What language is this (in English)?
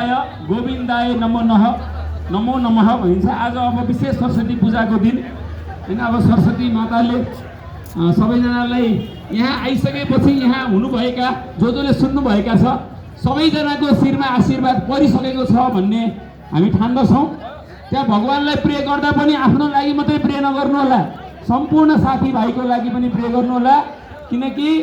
Nepali